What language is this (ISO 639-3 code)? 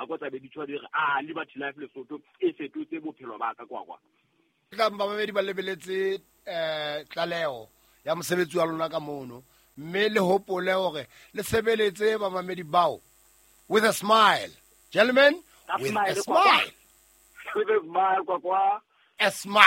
sot